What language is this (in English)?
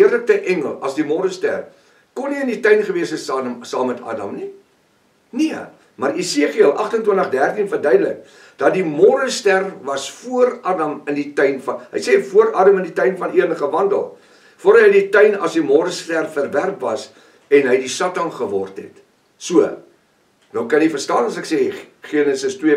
Afrikaans